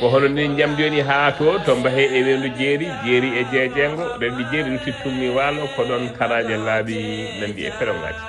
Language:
Fula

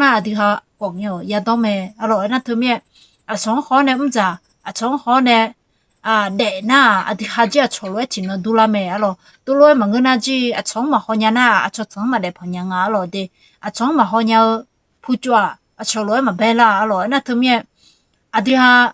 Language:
Akha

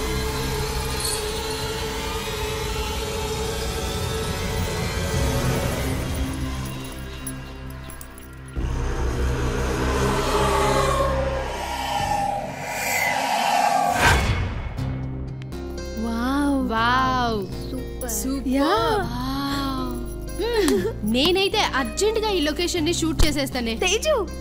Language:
Telugu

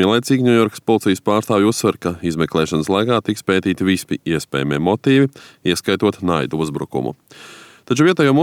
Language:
Latvian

